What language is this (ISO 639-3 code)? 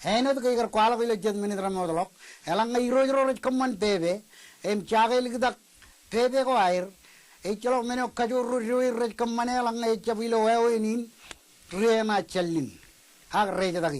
mah